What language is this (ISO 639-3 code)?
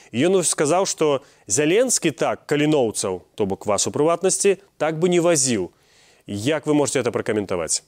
bel